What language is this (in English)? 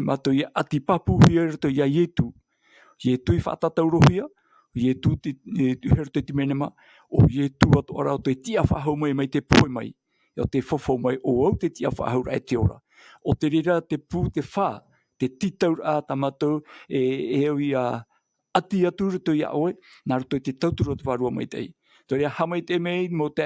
Tahitian